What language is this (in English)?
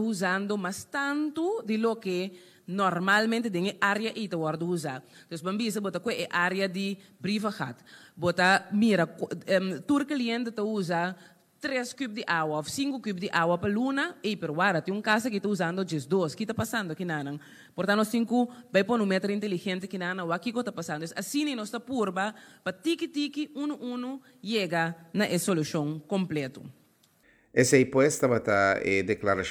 Papiamento